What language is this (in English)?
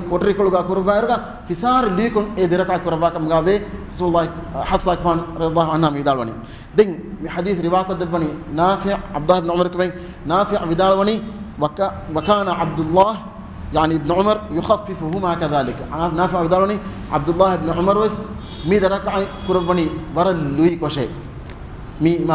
Divehi